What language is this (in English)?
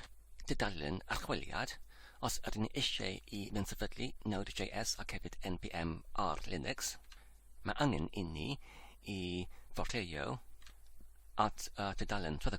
Welsh